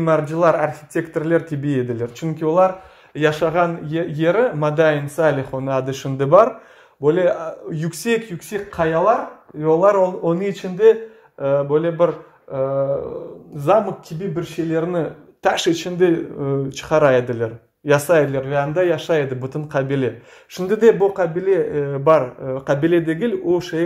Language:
Crimean Tatar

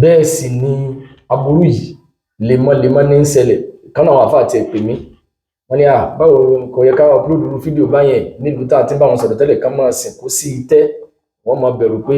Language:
Yoruba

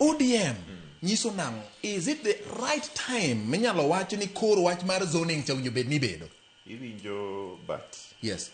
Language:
Luo (Kenya and Tanzania)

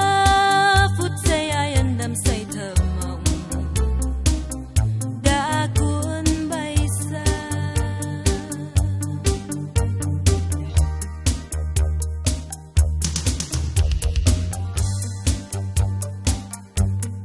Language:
Vietnamese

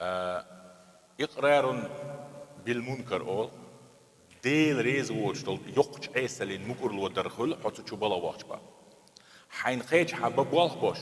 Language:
Chechen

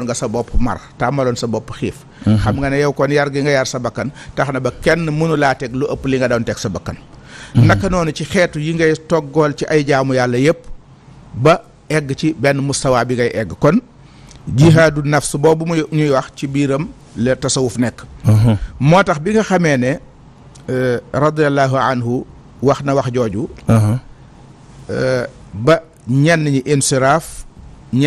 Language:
Wolof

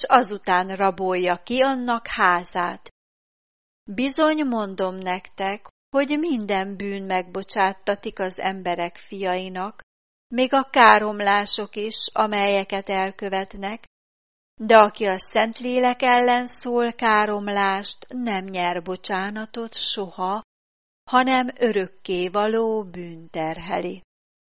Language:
Hungarian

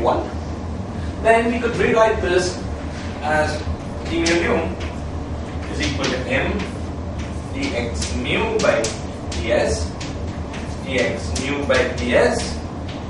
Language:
English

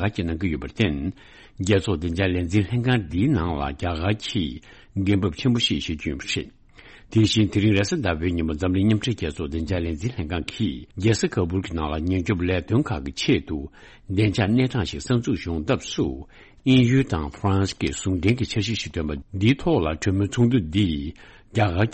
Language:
Tibetan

